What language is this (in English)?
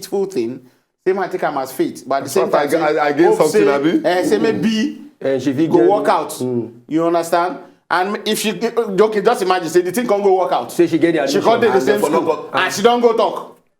Nigerian Pidgin